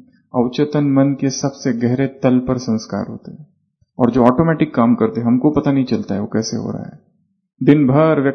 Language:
Hindi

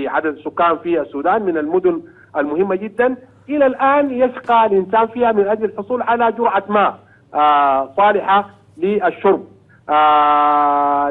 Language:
Arabic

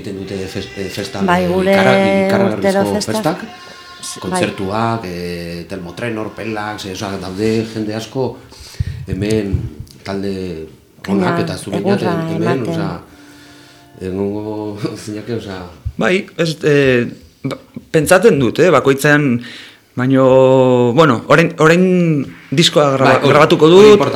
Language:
Basque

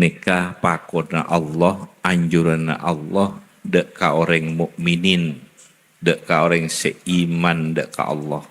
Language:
Madurese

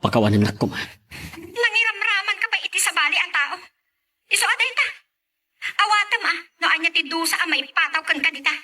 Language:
Iloko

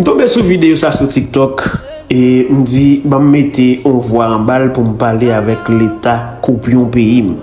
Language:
Haitian Creole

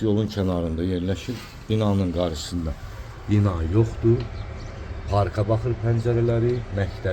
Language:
Azerbaijani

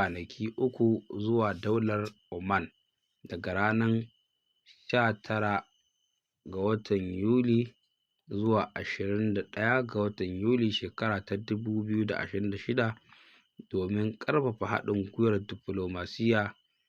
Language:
Hausa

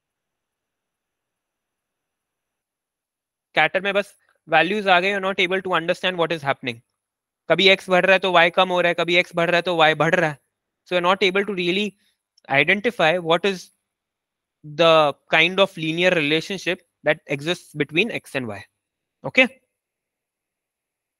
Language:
Hindi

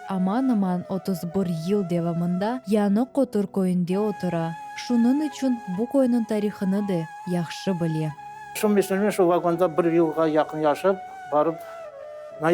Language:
Crimean Tatar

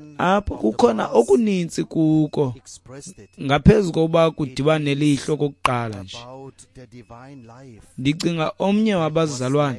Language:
Xhosa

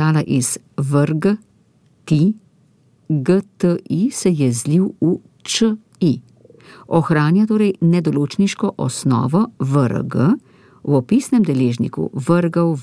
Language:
Slovenian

